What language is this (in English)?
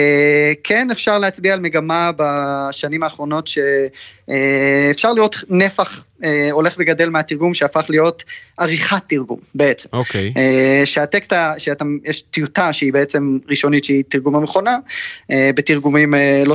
Hebrew